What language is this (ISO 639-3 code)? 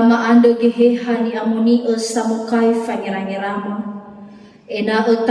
nia